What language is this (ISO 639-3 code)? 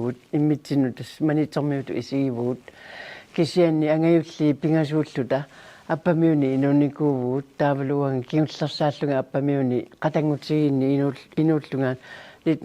kal